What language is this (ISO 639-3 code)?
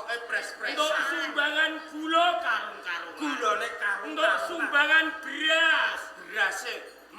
jav